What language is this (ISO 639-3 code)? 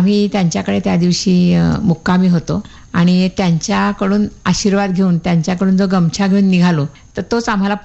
mar